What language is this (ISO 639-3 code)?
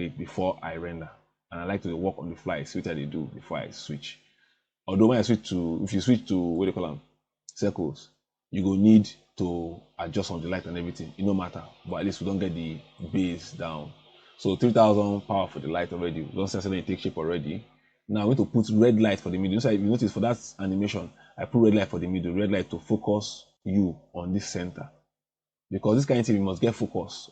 pcm